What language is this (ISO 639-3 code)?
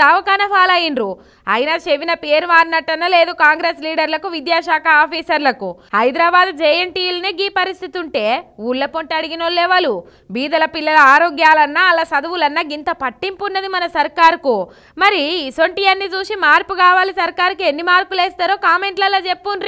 tel